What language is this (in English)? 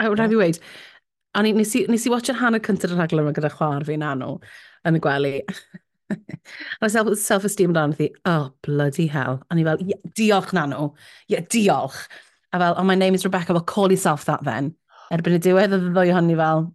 Welsh